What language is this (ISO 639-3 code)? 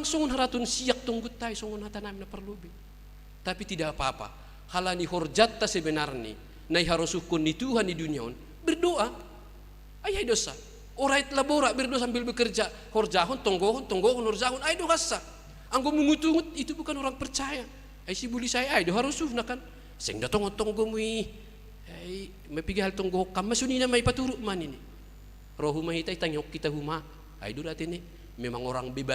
bts